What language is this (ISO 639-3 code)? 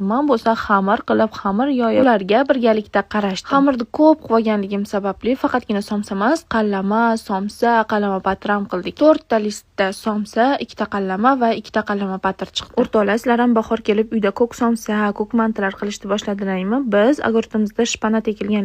uzb